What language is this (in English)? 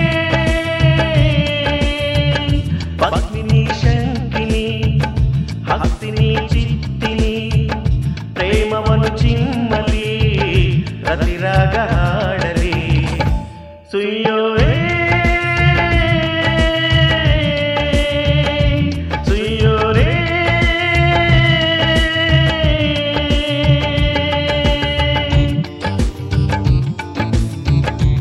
Kannada